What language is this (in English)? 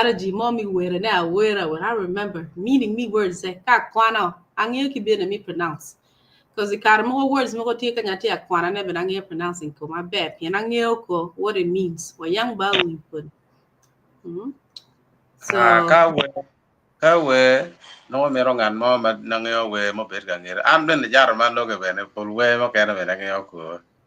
Acoli